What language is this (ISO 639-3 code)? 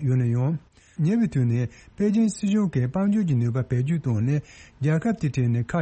bod